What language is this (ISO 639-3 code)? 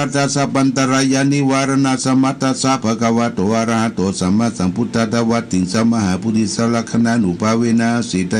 pli